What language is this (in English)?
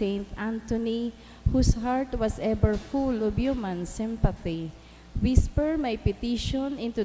Bikol